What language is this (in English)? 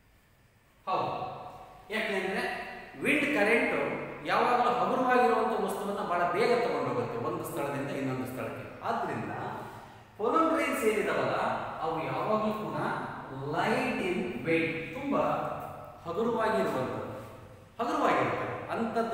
Kannada